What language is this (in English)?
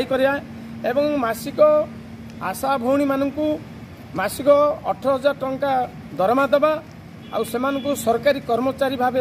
Odia